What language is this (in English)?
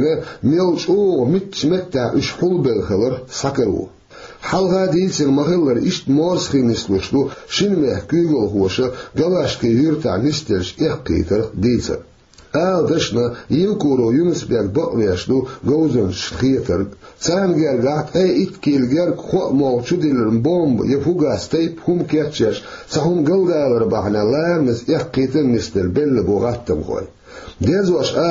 Chechen